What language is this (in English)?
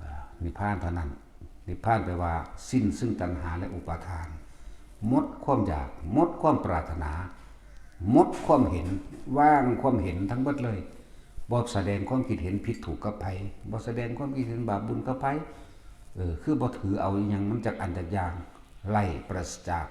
Northeastern Thai